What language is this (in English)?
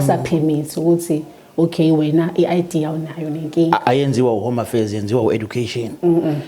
Zulu